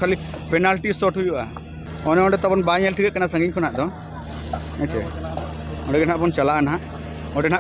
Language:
Santali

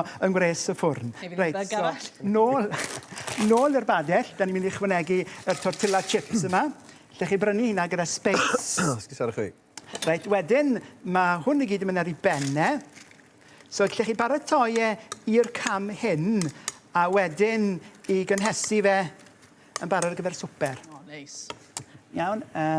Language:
Welsh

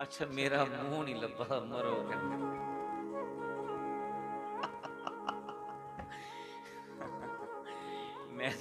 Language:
Dogri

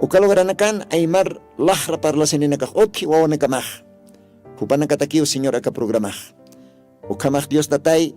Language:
Aymara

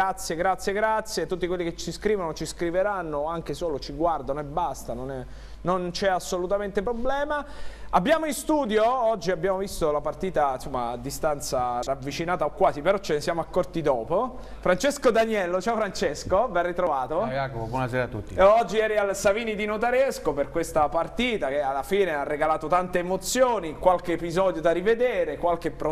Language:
Italian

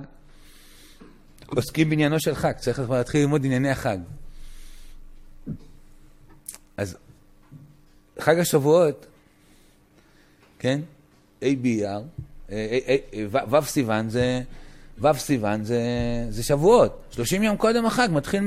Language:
Hebrew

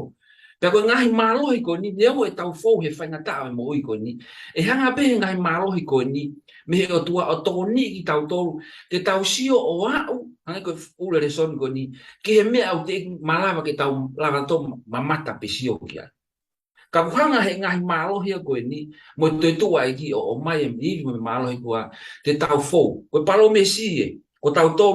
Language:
Tongan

